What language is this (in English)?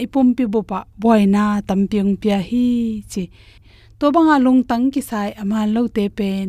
Tedim Chin